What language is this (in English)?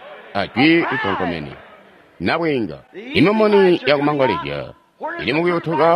Tonga (Zambia)